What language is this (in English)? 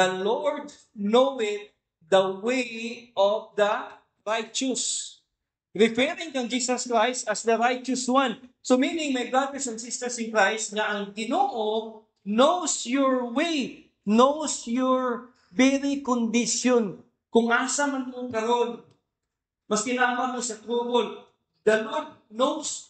Cebuano